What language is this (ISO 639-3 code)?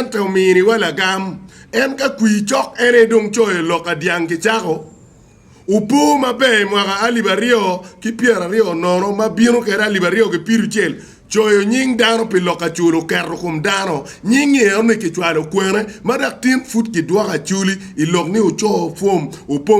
ach